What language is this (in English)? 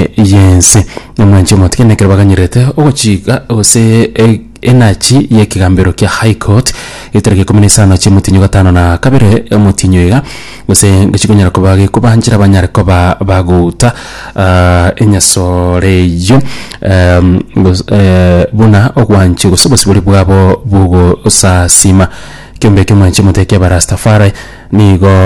Gusii